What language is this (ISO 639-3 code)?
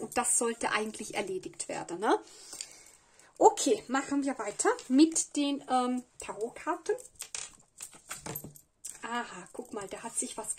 deu